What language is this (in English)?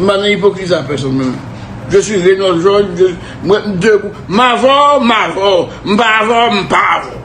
Haitian Creole